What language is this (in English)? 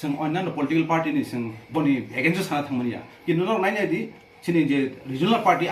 Kok Borok